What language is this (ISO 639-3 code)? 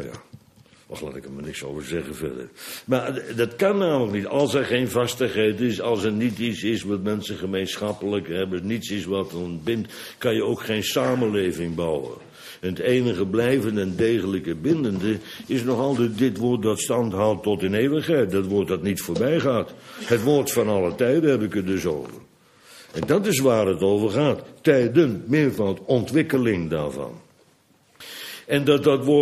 nld